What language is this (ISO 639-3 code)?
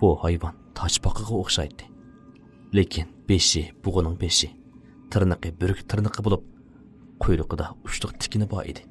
uig